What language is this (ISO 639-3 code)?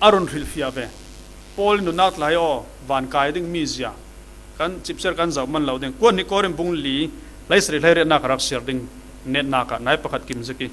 cfm